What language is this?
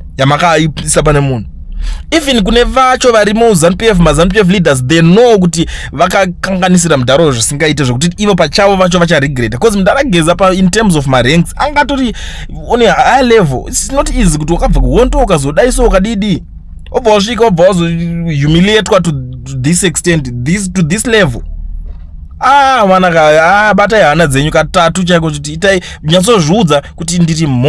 Shona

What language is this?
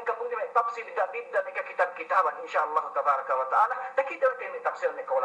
Yakan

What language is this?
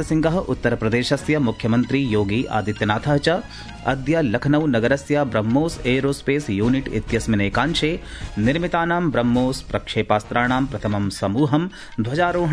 Sanskrit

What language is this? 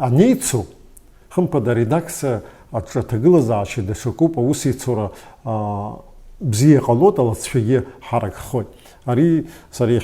Abkhazian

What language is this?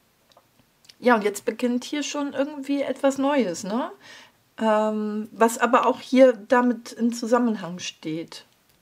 German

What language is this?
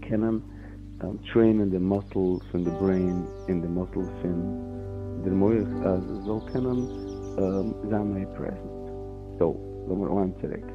Yiddish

